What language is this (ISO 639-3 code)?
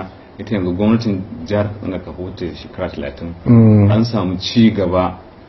hau